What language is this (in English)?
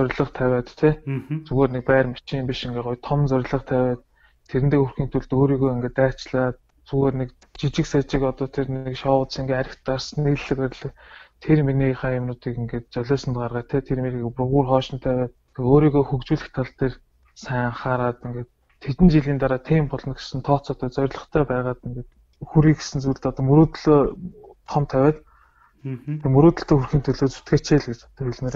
Mongolian